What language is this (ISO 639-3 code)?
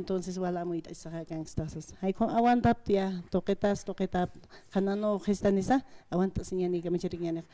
aym